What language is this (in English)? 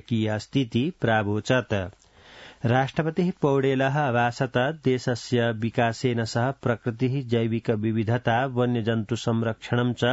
Sanskrit